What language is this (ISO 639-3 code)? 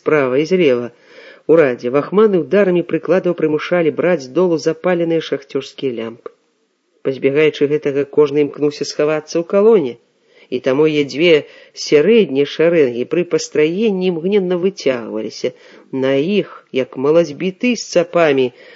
bel